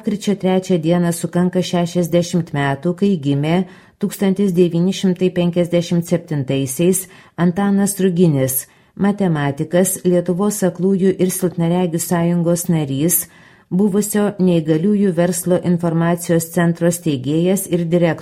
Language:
Lithuanian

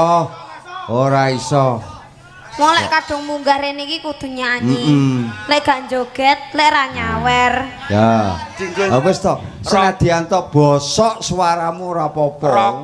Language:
Javanese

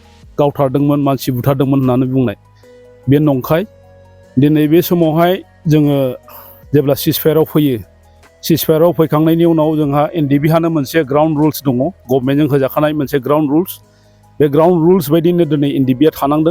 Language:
Bodo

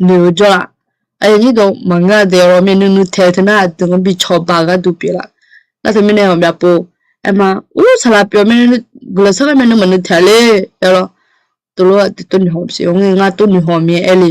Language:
Akha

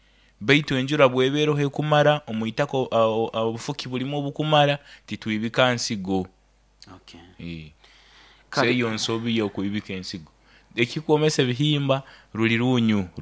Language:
Nyoro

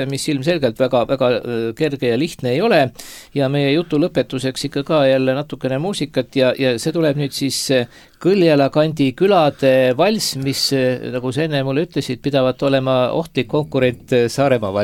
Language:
Estonian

